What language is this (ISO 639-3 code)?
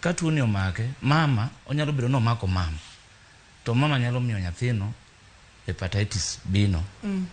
luo